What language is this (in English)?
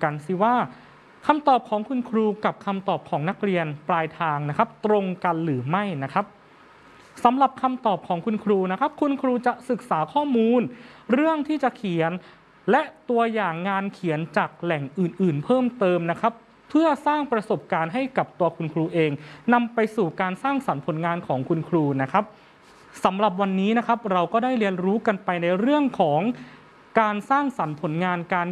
Thai